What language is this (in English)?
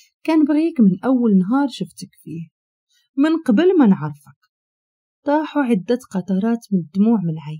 Moroccan Arabic